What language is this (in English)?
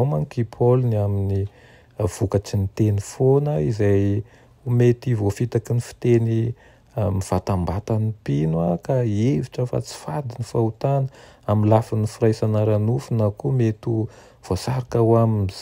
Malagasy